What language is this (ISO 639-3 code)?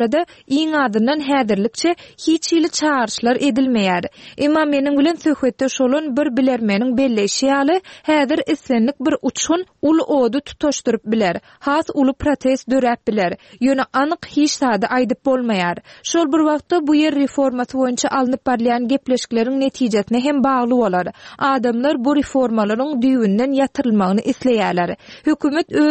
tuk